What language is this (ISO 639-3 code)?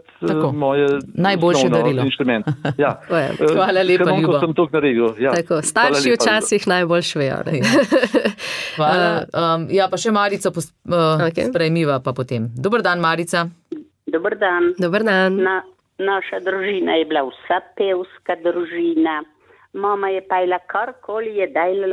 slv